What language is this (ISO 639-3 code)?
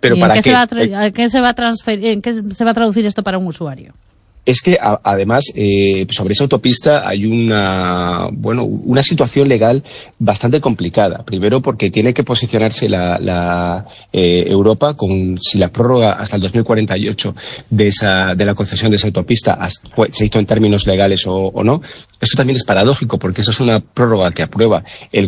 spa